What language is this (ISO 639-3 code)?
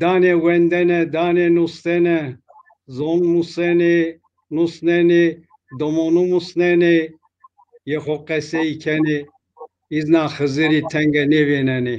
zza